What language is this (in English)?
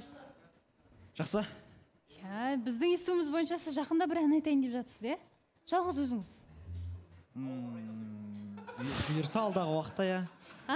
Kazakh